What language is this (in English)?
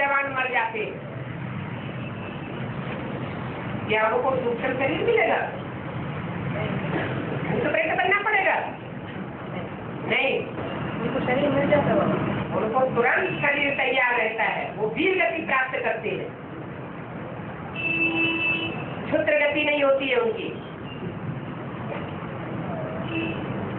Hindi